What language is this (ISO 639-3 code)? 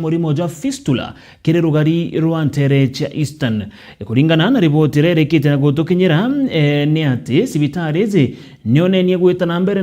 mer